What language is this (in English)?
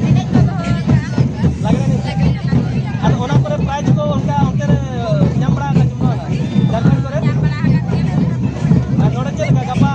Santali